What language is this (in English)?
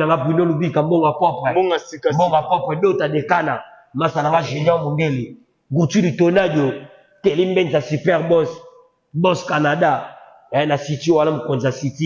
Lingala